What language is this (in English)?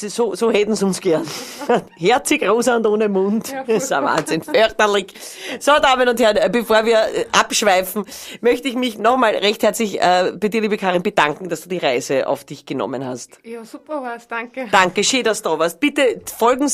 Bavarian